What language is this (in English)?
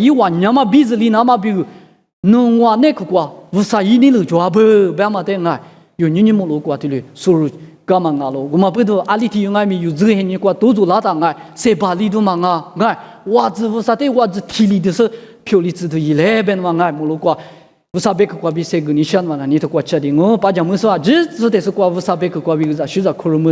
Lisu